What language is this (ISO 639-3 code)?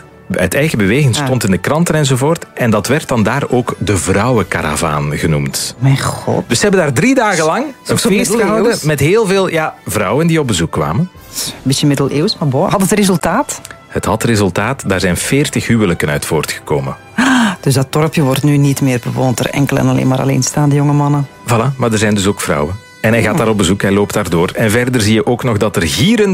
nld